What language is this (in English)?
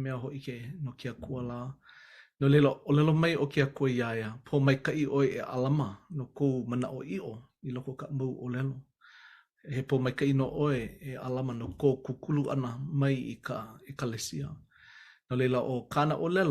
Hawaiian